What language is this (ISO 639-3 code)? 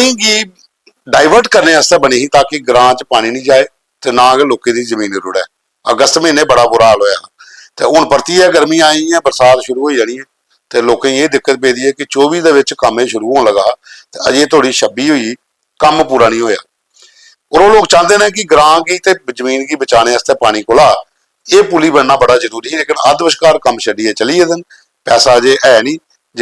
doi